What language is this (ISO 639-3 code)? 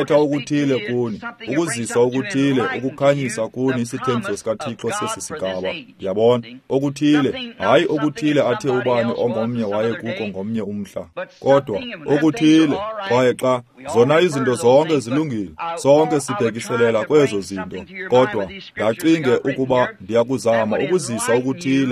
xho